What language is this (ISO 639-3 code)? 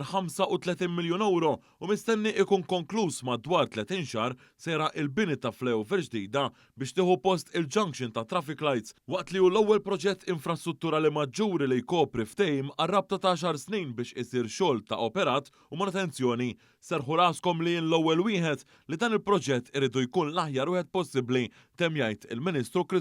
mlt